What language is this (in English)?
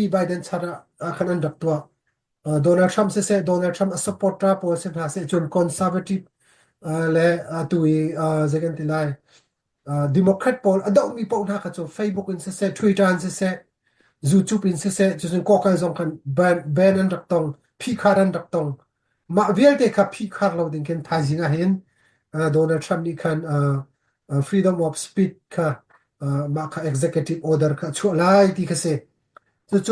Hakha Chin